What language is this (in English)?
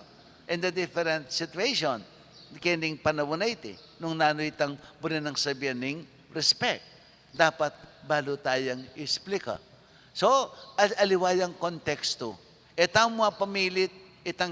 Pampanga